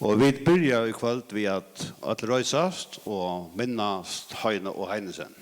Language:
Faroese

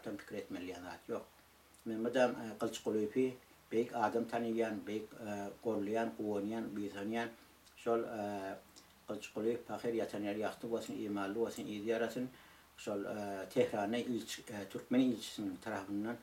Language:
Turkmen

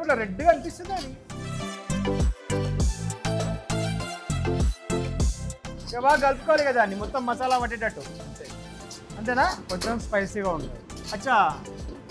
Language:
Telugu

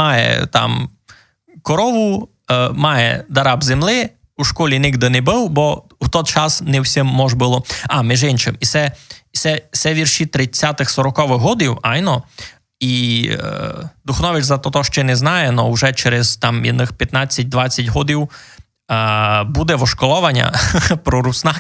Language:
Rusyn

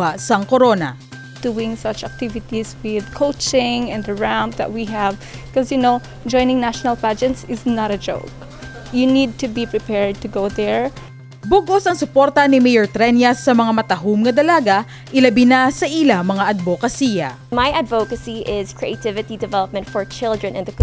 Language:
Hiligaynon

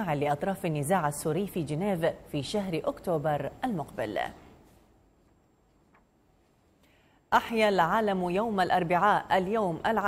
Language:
Arabic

